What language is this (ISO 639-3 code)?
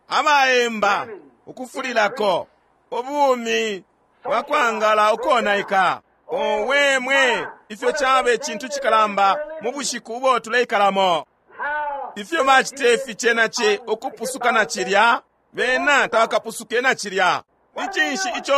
bem